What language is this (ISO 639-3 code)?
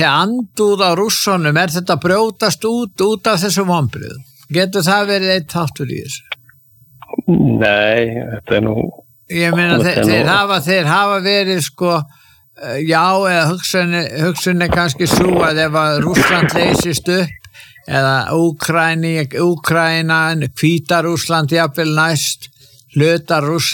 isl